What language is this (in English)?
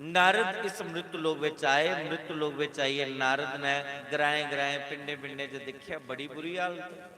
Dogri